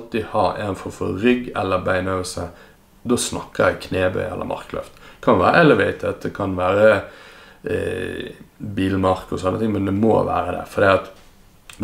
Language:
Norwegian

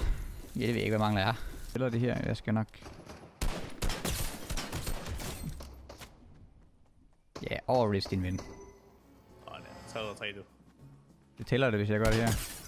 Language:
Danish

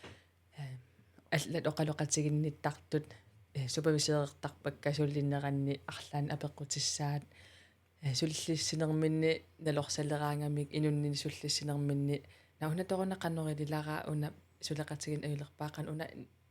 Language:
Kalaallisut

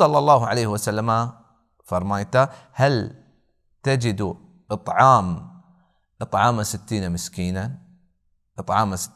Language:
Baluchi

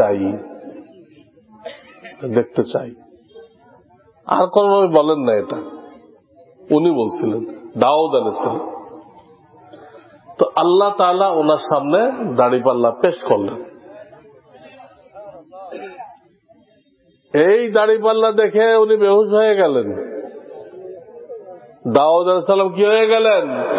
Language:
Bangla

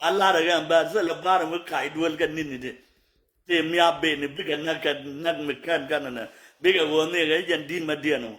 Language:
Nuer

